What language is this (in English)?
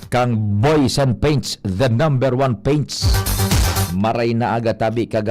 Bikol